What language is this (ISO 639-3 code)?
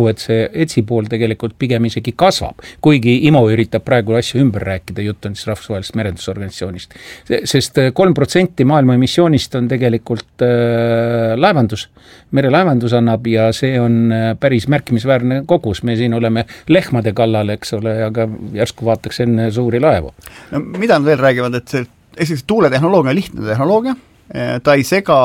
est